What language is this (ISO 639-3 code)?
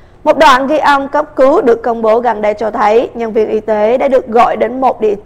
vie